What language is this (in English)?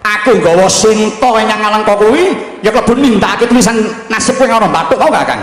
Javanese